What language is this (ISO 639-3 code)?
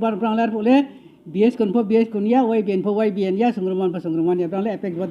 ria